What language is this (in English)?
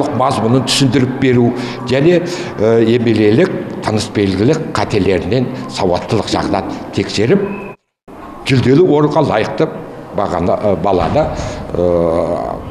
Kazakh